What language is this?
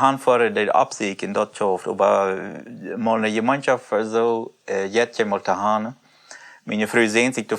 Plautdietsch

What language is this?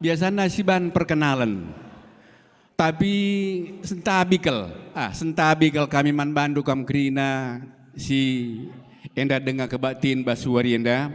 Batak Karo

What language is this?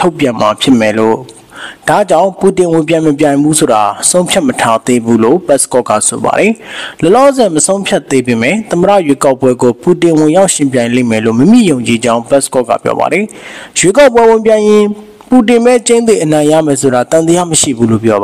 Burmese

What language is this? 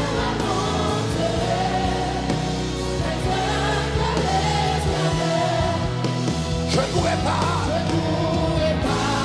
French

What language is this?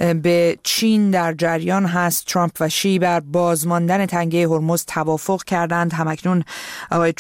Persian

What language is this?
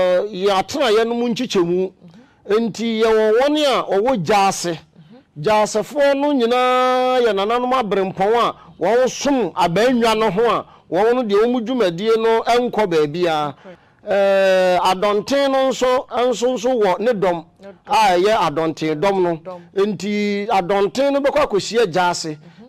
Akan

